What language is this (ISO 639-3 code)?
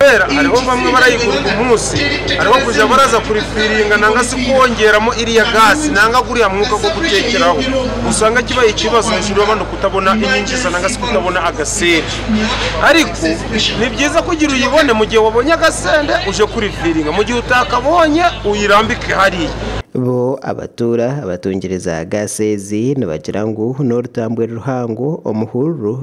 nyn